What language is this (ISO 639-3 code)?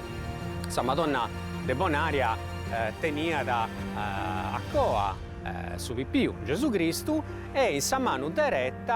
srd